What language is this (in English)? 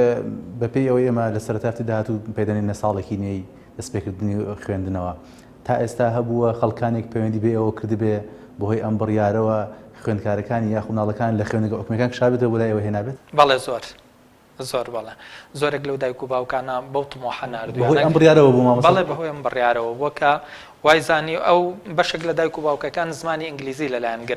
Central Kurdish